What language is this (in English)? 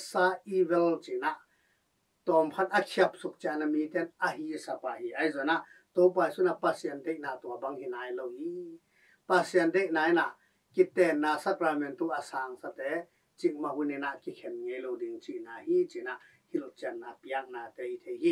Tedim Chin